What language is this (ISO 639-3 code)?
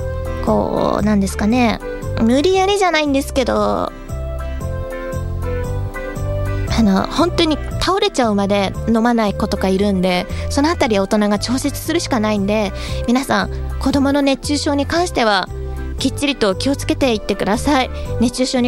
jpn